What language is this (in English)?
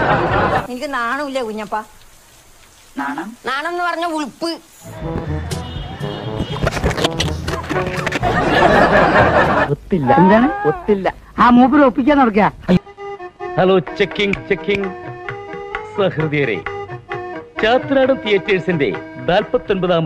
Malayalam